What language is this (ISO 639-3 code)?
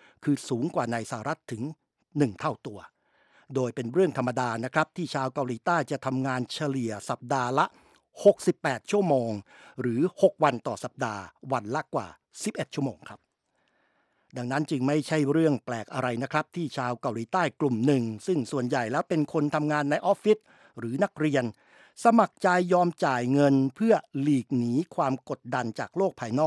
tha